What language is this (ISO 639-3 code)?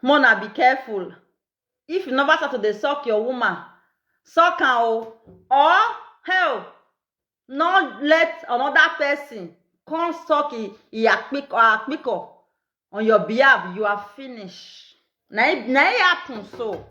pcm